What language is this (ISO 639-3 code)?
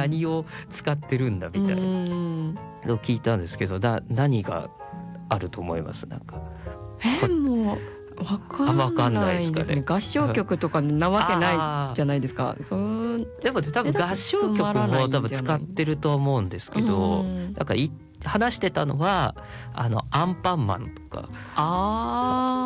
jpn